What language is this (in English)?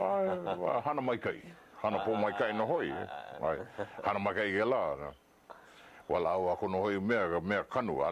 Hawaiian